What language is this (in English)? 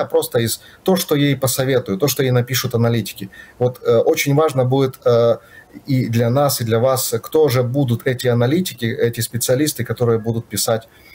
Russian